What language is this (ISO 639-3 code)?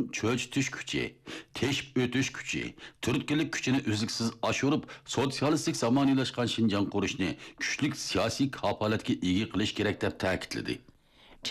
uig